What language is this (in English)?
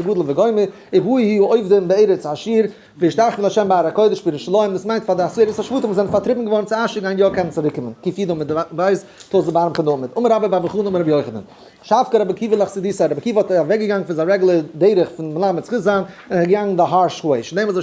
Yiddish